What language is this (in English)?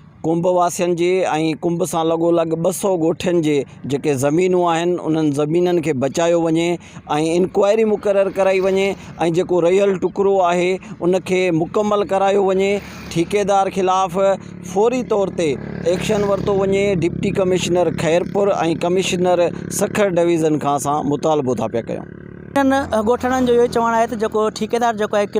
Sindhi